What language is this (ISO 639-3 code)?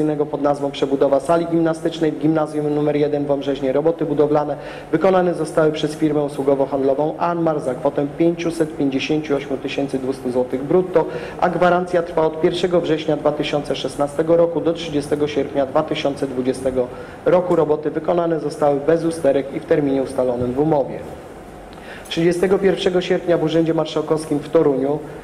pol